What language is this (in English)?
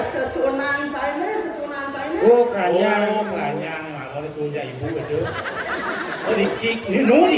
Balinese